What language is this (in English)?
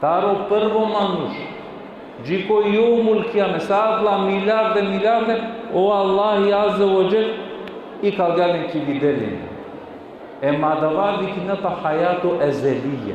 Balkan Romani